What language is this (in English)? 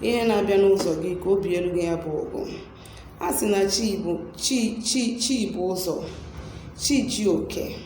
Igbo